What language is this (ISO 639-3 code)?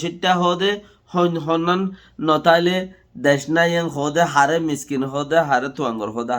rhg